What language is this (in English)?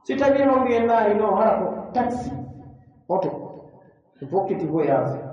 Pular